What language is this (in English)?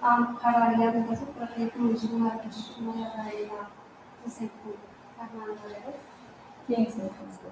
Kara-Kalpak